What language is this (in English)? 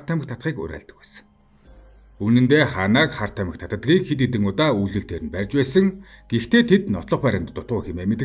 Mongolian